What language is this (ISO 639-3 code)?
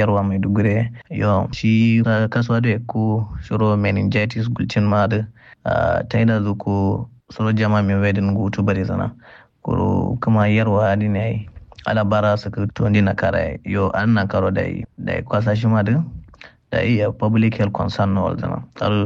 kau